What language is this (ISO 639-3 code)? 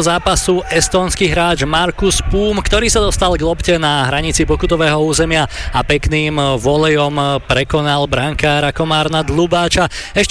slk